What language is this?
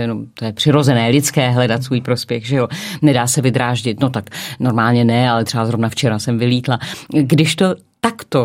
Czech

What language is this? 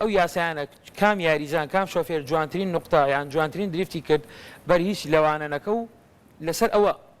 Central Kurdish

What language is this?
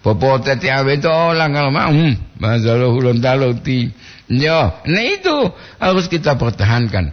Gorontalo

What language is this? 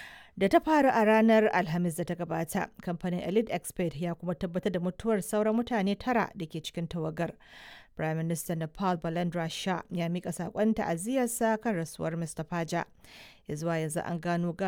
Hausa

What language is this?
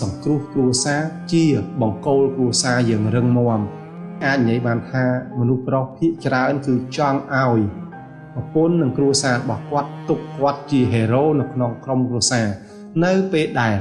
Khmer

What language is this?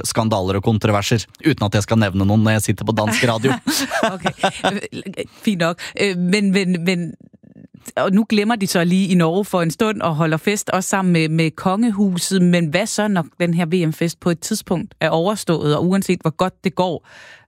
Danish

